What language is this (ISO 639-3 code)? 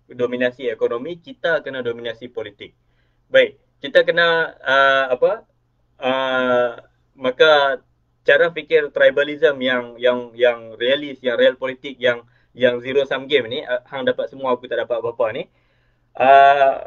msa